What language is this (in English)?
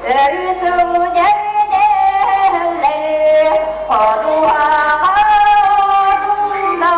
Yakut